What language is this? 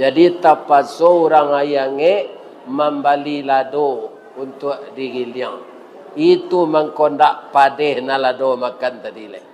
Minangkabau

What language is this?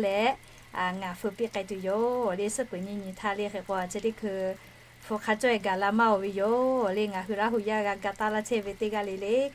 Lahu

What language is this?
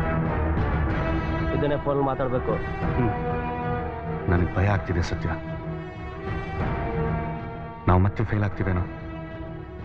Kannada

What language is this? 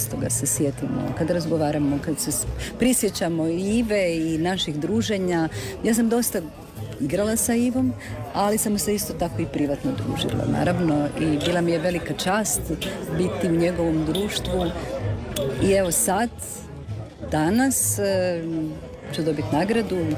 Croatian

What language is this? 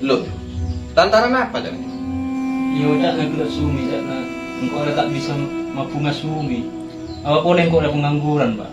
Madurese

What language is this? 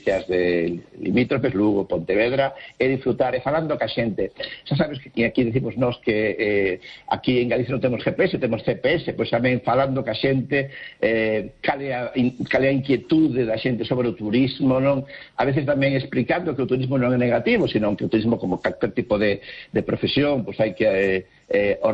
Galician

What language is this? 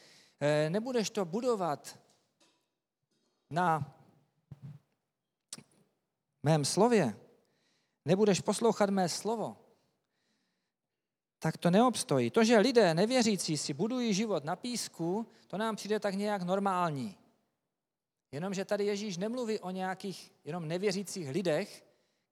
Czech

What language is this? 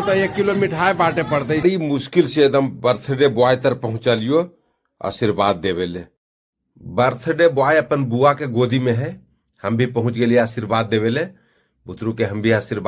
Magahi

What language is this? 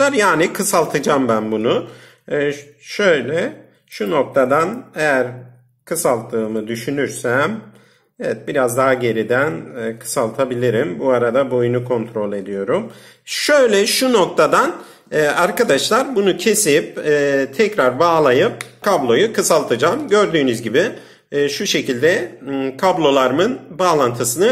Turkish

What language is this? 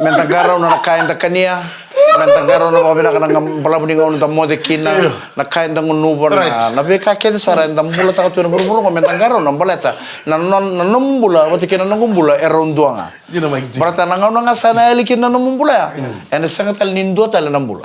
Fijian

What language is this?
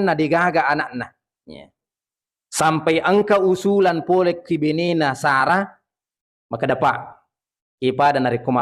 Buginese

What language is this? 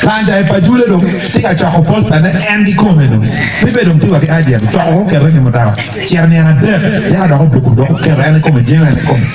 Acoli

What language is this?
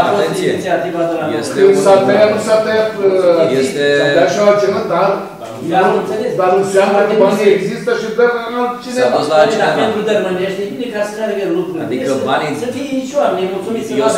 Romanian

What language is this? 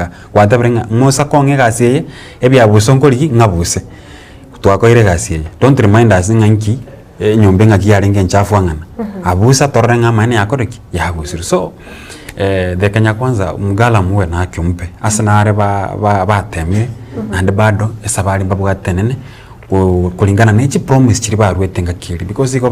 Gusii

